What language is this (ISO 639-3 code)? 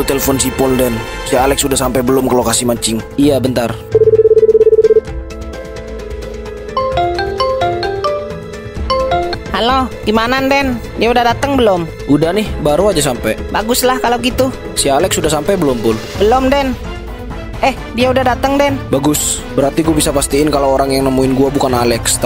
ind